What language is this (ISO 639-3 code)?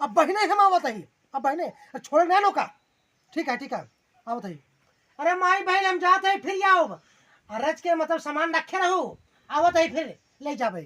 awa